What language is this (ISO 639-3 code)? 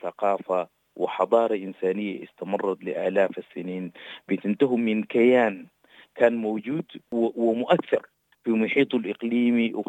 apd